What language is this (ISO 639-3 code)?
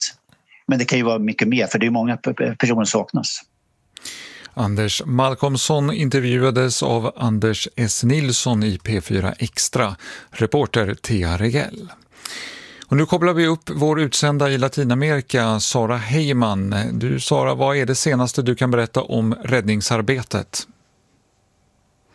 swe